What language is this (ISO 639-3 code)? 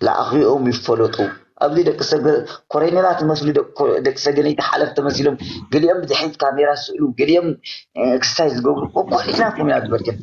tir